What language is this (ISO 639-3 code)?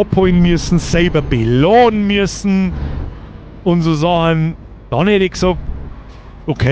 bar